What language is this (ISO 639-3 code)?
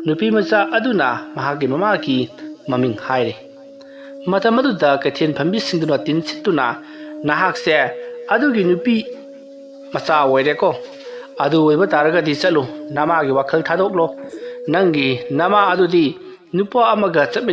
mni